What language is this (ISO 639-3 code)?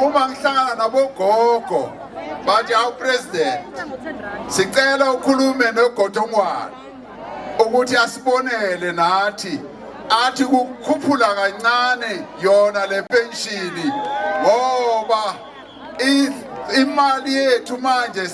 zul